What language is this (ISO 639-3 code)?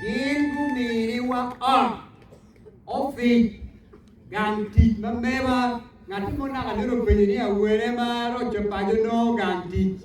ach